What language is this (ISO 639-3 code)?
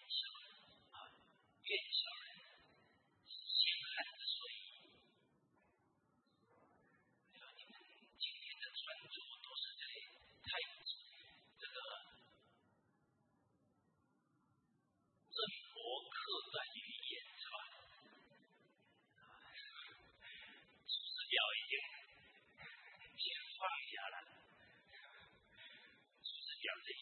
zho